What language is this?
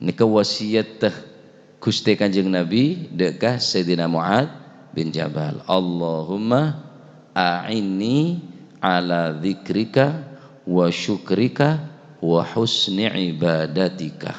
Madurese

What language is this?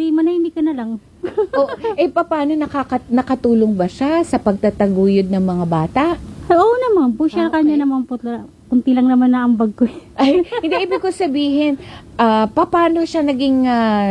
Filipino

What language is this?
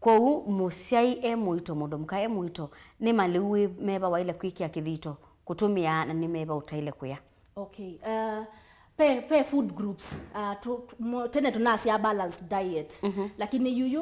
Kamba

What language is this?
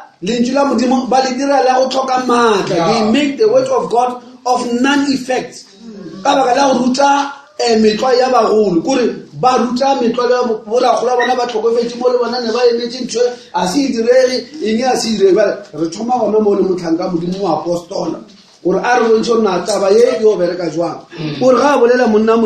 Northern Sotho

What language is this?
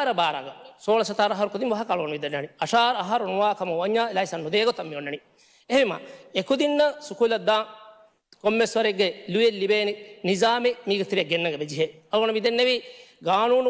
Divehi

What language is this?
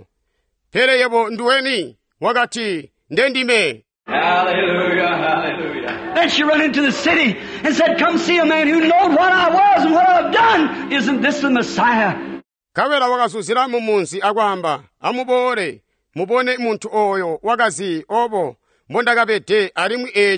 Tonga (Zambia)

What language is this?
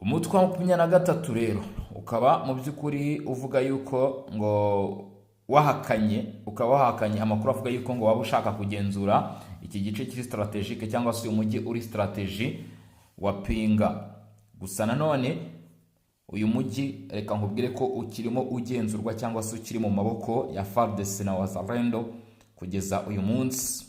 Kinyarwanda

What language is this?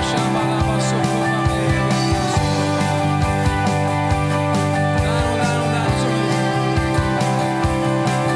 Estonian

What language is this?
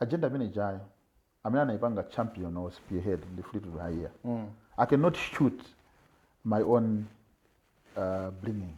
Nyanja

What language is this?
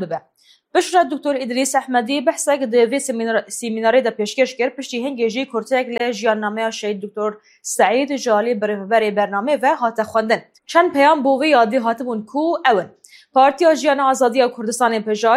Kurdish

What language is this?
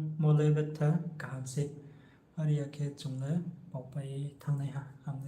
Riang (India)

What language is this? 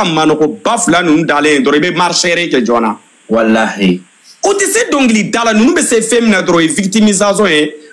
Bambara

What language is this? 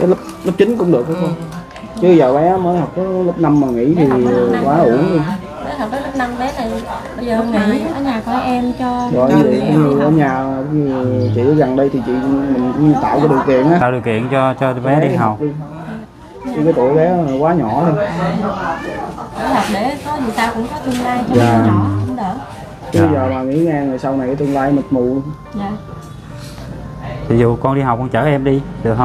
Vietnamese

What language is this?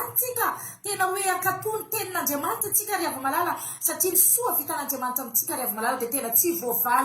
Malagasy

